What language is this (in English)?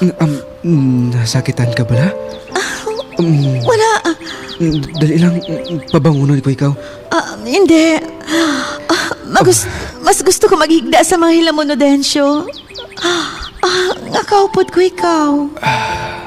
Hiligaynon